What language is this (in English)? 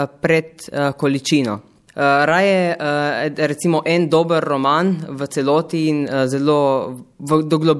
Slovenian